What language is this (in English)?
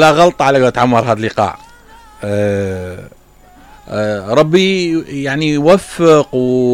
Mesopotamian Arabic